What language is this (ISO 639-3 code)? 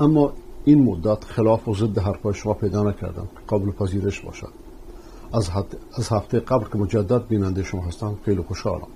fas